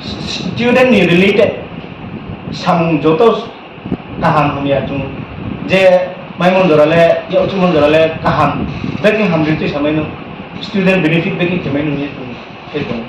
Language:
Riang (India)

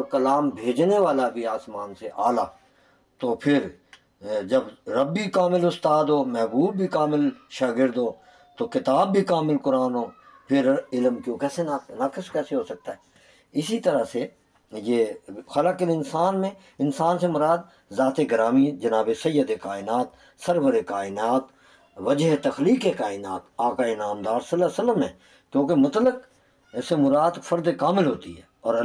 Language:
Urdu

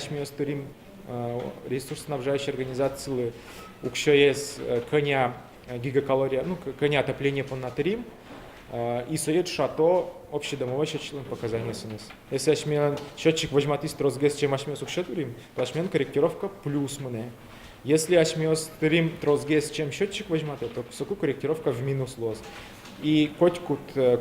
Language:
Udmurt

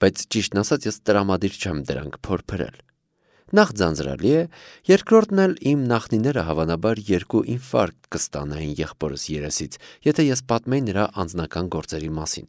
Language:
Armenian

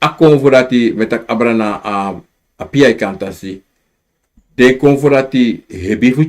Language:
Sranan Tongo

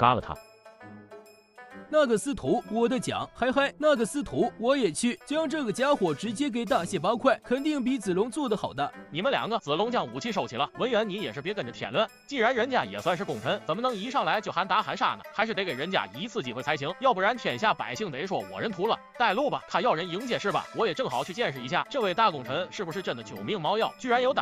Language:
Chinese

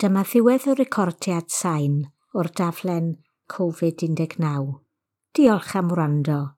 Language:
Welsh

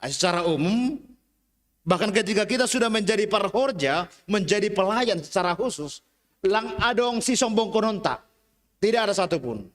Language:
Batak Simalungun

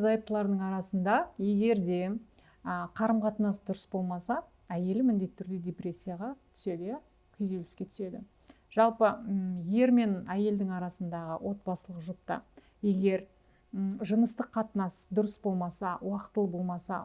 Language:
Kazakh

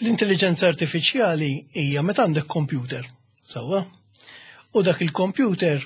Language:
Maltese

